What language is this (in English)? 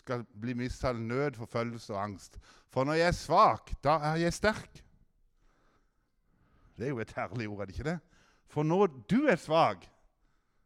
Norwegian